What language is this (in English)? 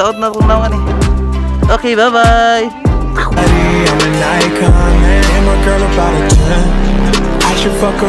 Cebuano